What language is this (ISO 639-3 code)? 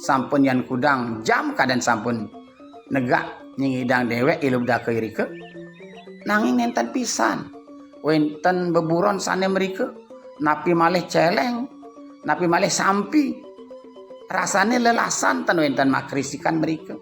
ban